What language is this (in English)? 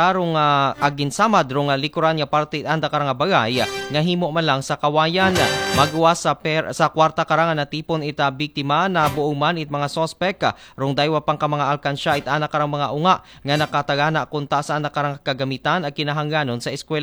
Aklanon